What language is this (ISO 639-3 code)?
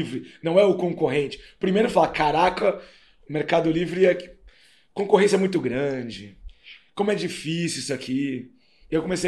por